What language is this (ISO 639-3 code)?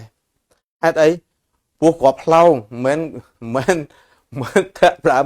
khm